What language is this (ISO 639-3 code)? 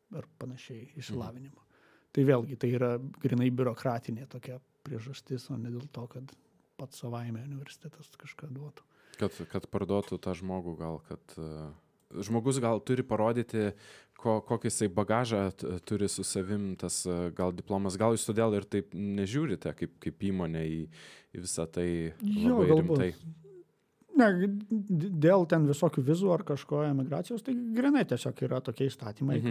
lit